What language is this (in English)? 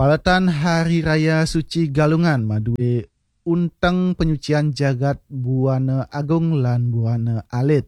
Balinese